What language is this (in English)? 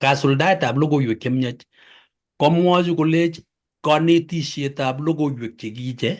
Kalenjin